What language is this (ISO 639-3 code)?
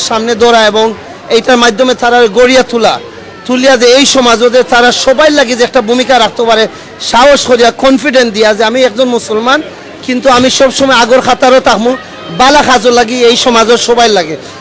syl